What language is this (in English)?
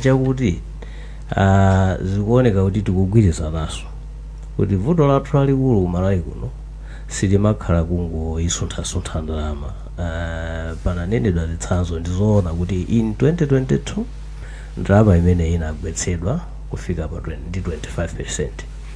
Nyanja